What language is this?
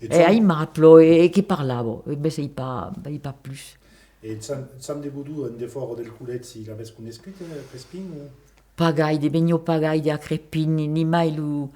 Occitan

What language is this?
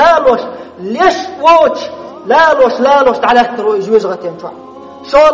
Chechen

